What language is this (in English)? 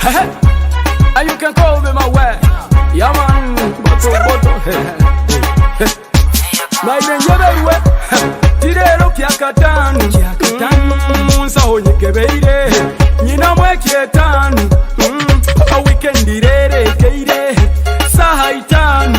Nyoro